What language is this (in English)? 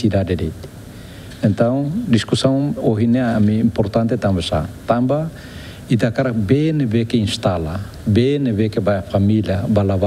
Tetum